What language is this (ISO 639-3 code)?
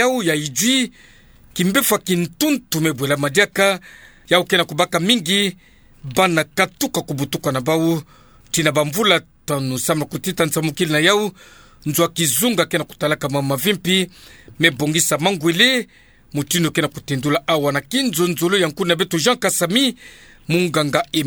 ktu